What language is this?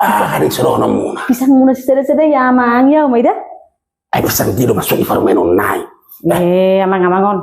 Batak Toba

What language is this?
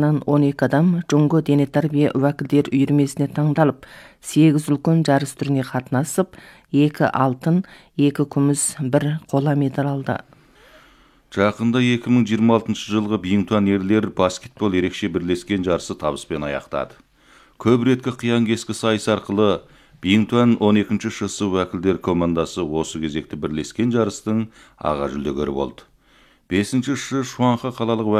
Kazakh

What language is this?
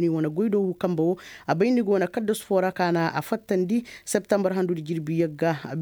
Koyraboro Senni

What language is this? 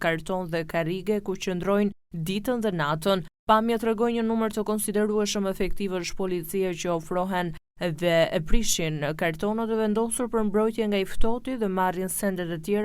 Albanian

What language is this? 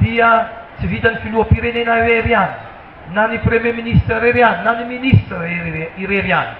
Malagasy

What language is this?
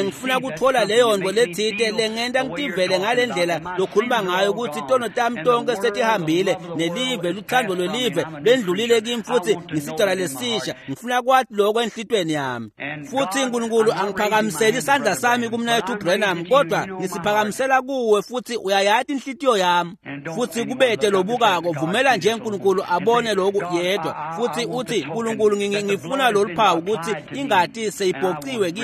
Swati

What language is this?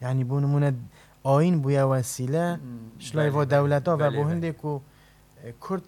Kurdish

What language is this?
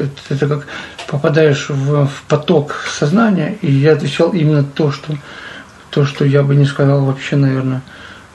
Russian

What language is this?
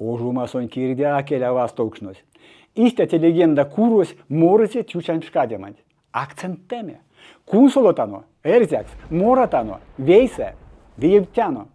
Erzya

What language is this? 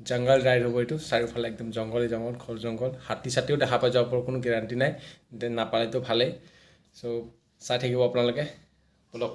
Assamese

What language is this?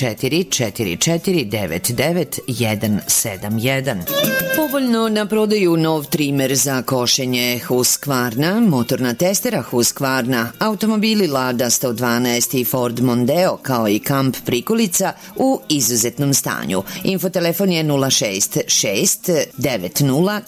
Serbian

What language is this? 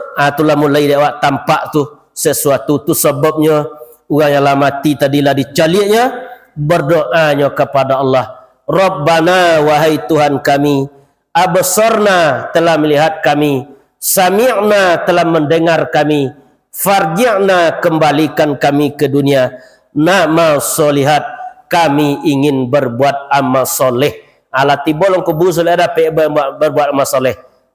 Minangkabau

